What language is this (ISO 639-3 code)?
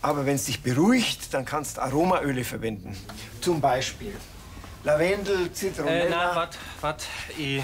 bar